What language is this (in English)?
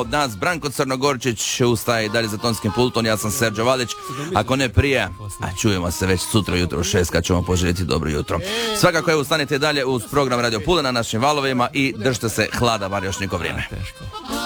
Croatian